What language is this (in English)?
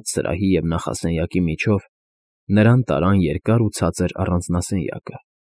Armenian